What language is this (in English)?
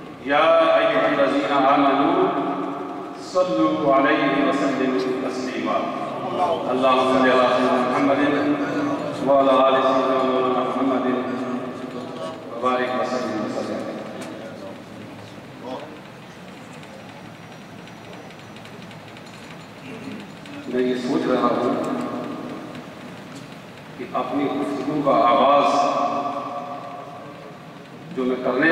Urdu